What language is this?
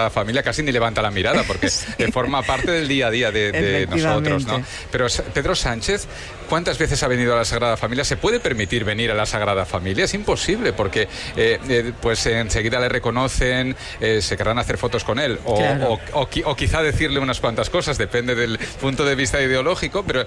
Spanish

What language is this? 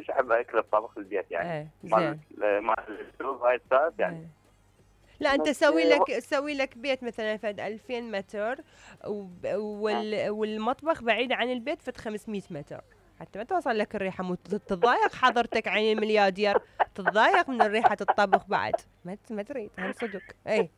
Mesopotamian Arabic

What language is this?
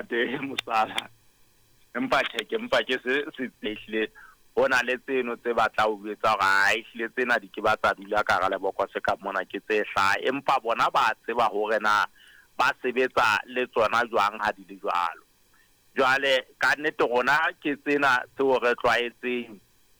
Southern Sotho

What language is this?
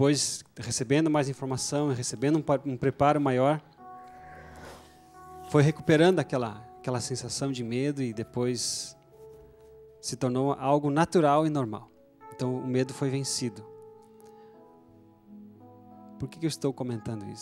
Portuguese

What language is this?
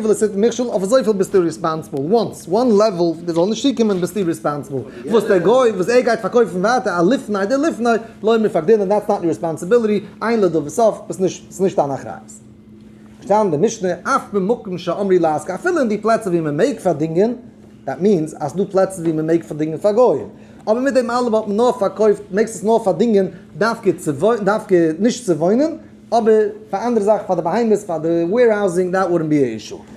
Yiddish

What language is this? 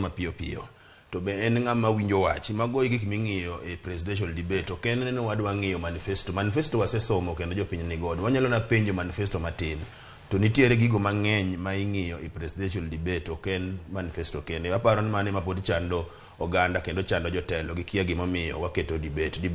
Luo (Kenya and Tanzania)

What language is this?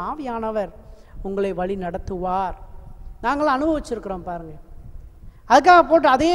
Tamil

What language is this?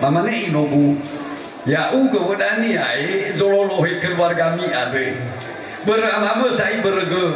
Nias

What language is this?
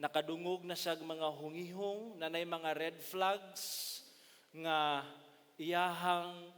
Cebuano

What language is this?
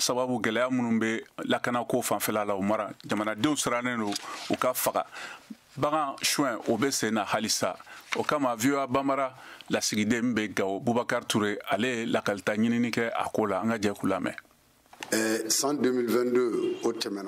Bambara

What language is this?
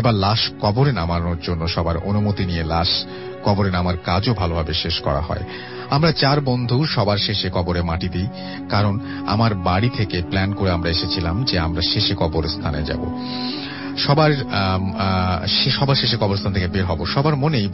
Bangla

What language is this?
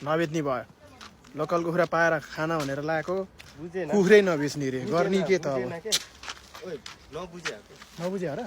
Nepali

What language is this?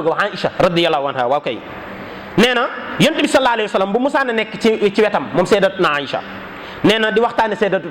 Wolof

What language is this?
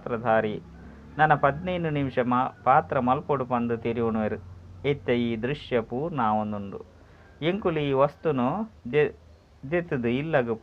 Tulu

